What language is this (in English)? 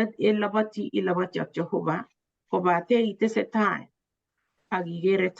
Kalenjin